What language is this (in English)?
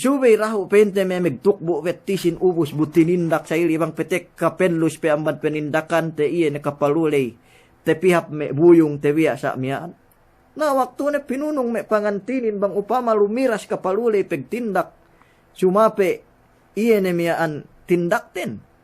Yakan